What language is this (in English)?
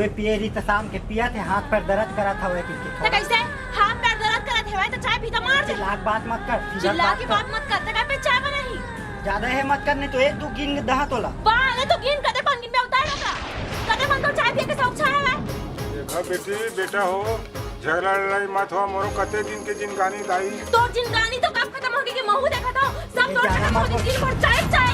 Chhattisgarhi